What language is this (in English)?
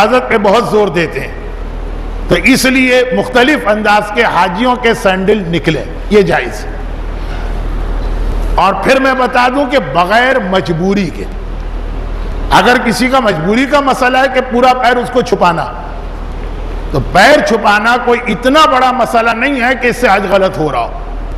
Urdu